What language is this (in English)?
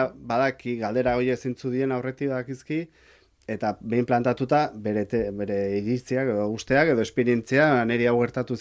Basque